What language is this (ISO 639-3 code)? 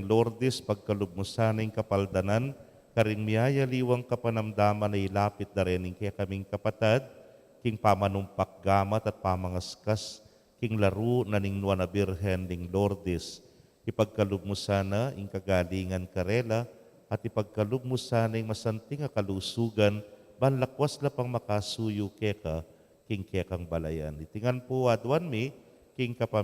pam